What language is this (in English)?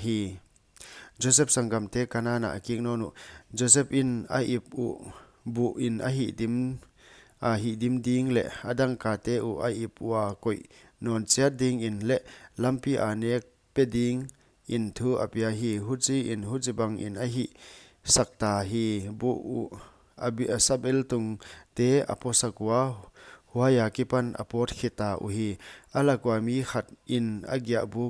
Paite Chin